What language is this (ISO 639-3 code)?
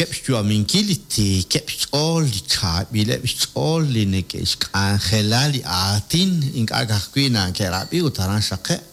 kek